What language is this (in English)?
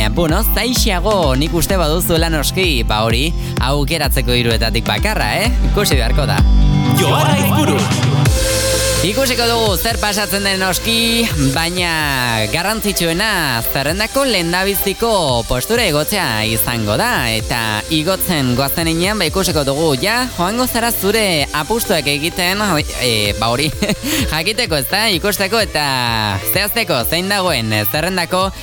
Basque